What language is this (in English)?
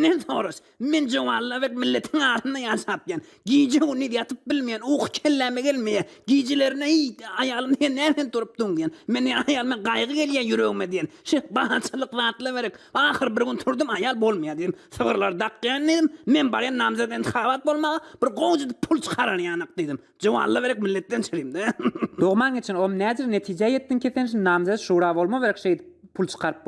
Turkmen